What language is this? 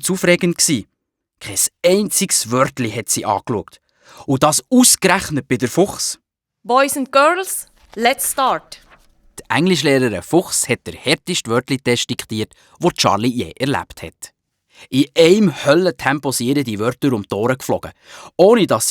Swiss German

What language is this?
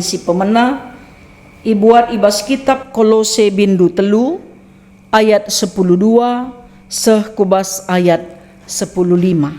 Batak Karo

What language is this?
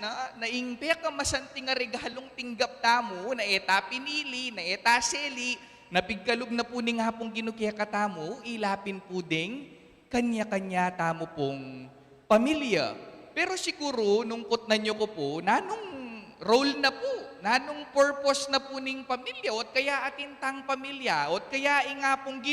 Pampanga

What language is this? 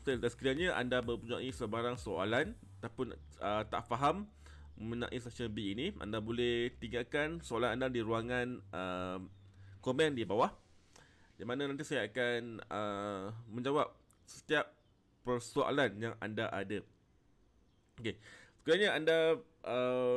Malay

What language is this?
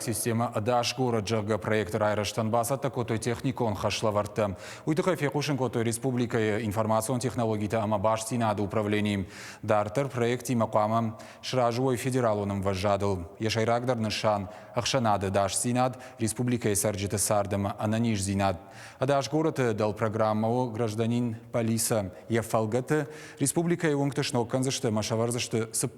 Ossetic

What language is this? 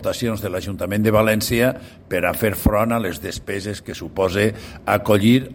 Catalan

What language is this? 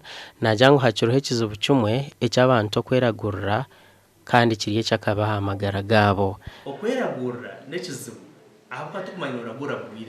Nyankole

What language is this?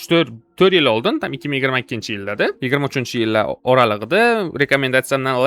Uzbek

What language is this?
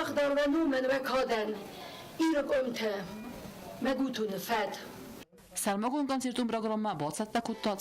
Ossetic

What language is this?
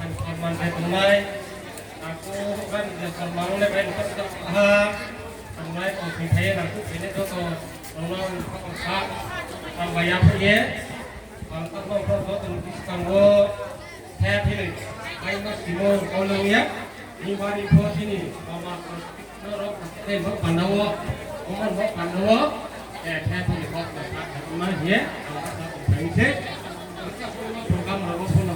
Riang (India)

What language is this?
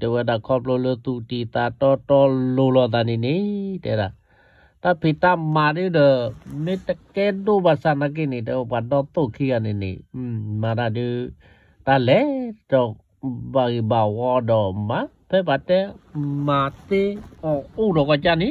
S'gaw Karen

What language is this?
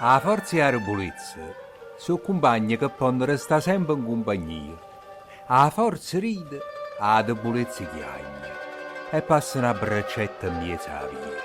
Neapolitan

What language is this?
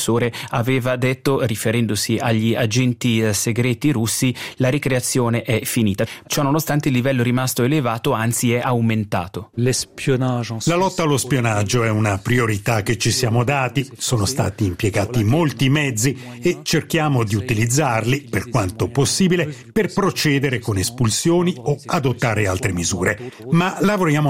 Italian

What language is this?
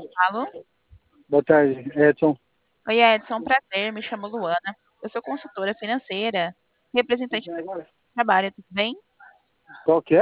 Portuguese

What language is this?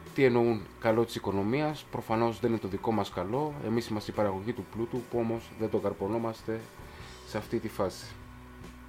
Greek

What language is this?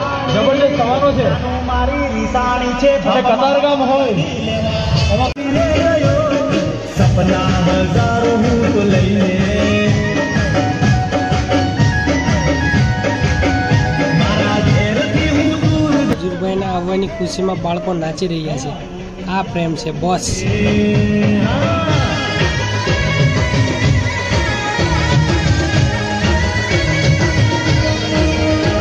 Gujarati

